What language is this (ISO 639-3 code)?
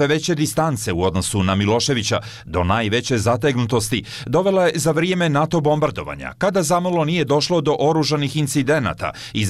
bos